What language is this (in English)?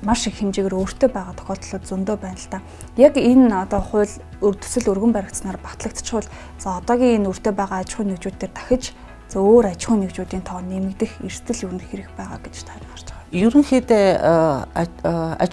Mongolian